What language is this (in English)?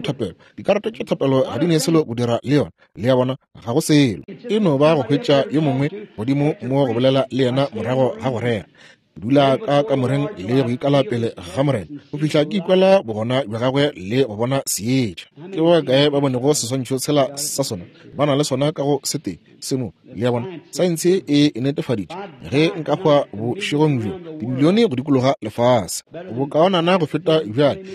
Northern Sotho